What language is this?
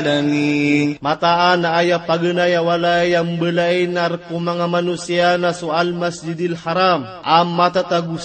Maranao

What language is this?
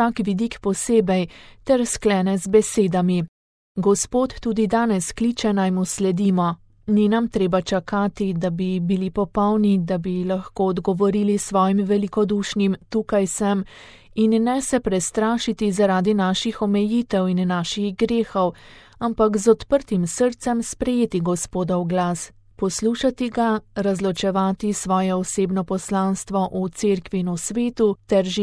Slovenian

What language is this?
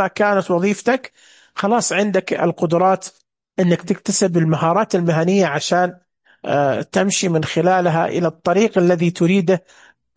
Najdi Arabic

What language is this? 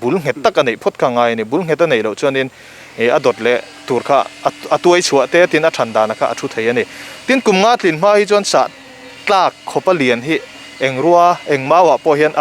Mizo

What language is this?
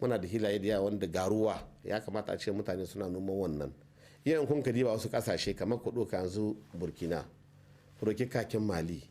Hausa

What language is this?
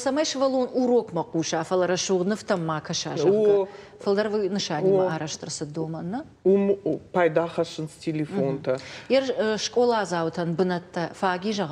Ossetic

